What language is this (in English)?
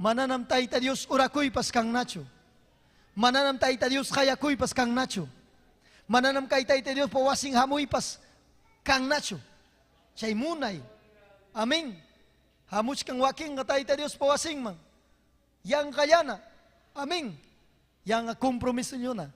Ayacucho Quechua